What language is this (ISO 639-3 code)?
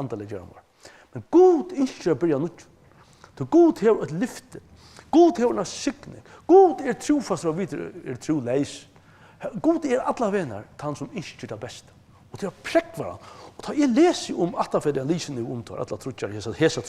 fao